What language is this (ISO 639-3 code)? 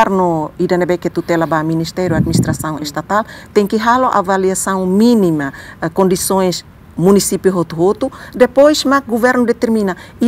tet